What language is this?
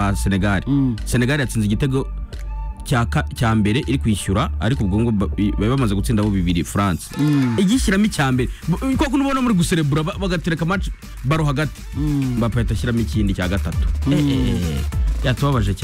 Kinyarwanda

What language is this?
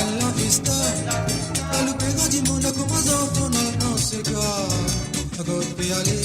Morisyen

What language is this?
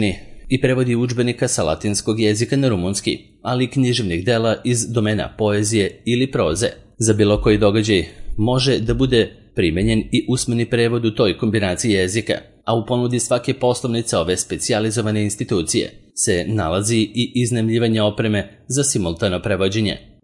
Serbian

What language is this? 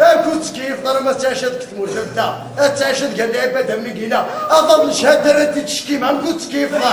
Kabyle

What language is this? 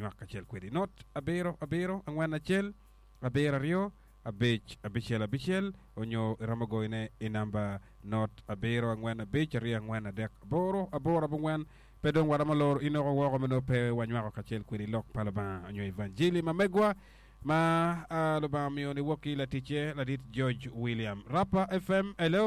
Acoli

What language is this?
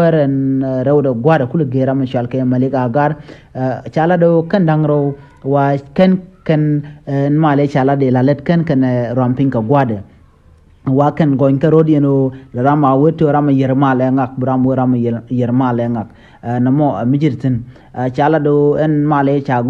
Nuer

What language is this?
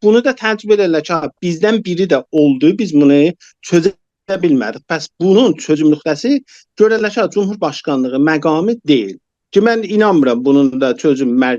South Azerbaijani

